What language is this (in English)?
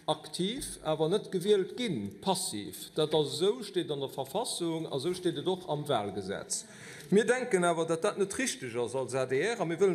Luxembourgish